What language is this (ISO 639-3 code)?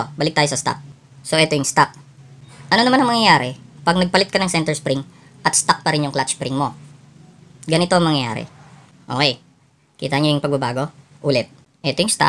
fil